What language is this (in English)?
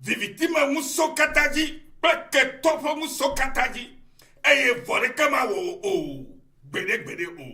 Ewe